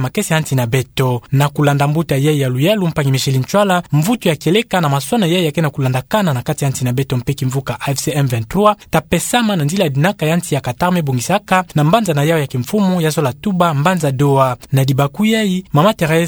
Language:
Kituba (Democratic Republic of Congo)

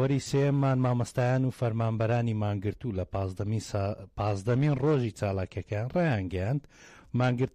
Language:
Central Kurdish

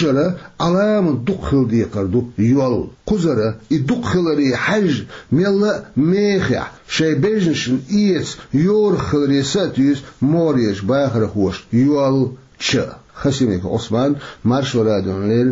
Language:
Chechen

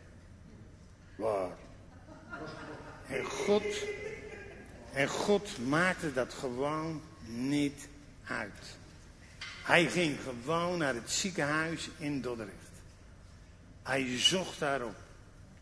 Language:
Dutch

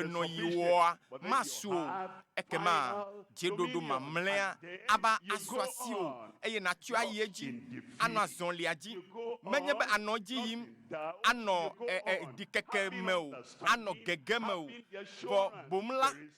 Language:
Ewe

